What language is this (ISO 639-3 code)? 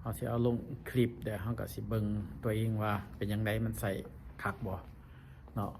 lao